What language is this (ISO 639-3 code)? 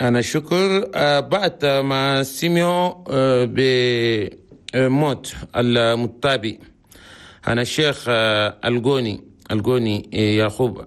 shu